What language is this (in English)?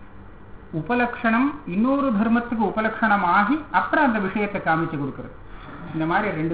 Tamil